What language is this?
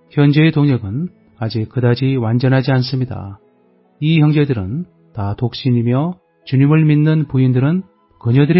Korean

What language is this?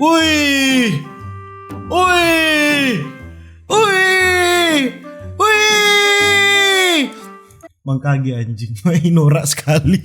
Manado Malay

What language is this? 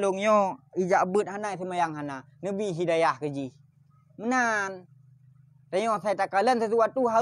Achinese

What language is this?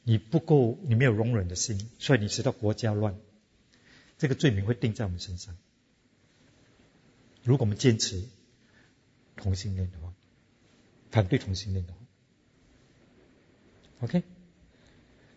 Chinese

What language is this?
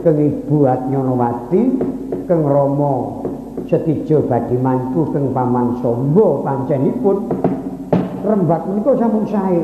Javanese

